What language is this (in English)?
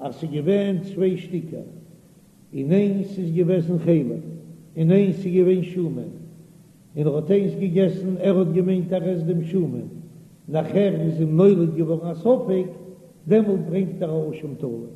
Yiddish